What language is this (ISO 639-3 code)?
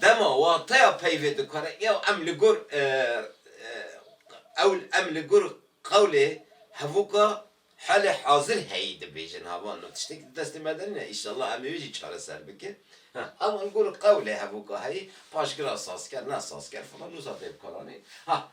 kur